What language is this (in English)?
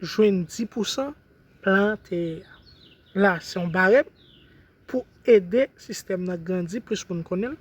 Haitian Creole